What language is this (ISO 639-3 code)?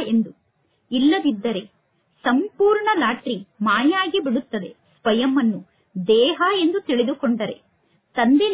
kan